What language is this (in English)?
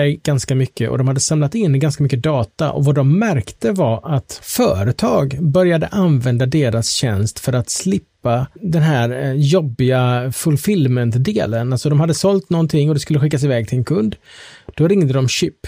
Swedish